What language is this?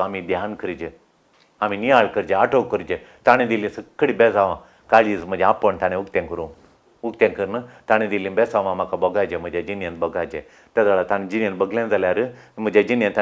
Konkani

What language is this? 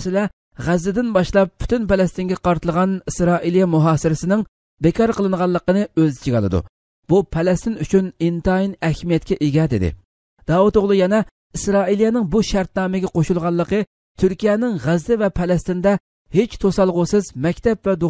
Uyghur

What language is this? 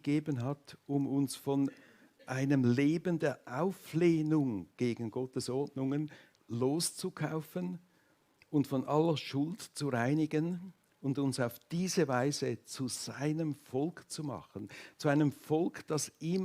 Swiss German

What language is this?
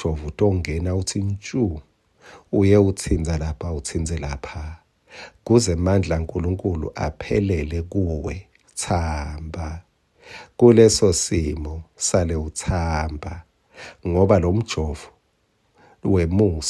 Swati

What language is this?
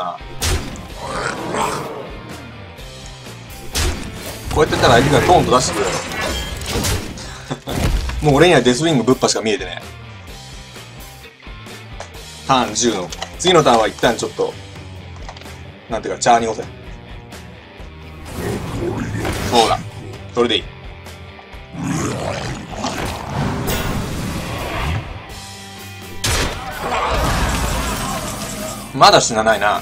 Japanese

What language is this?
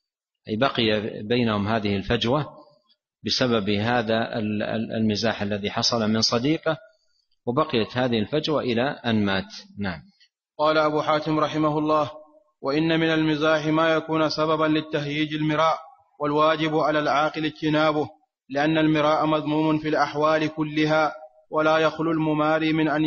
Arabic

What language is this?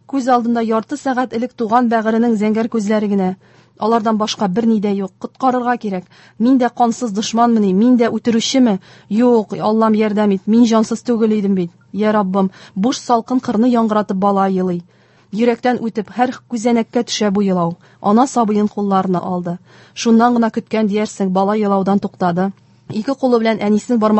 Tatar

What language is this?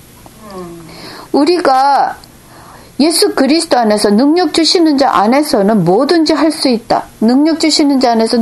Korean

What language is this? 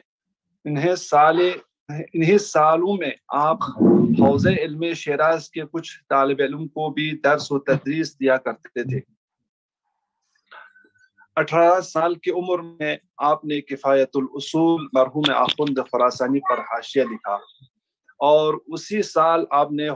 Urdu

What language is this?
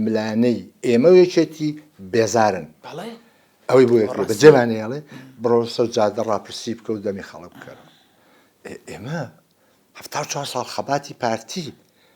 Central Kurdish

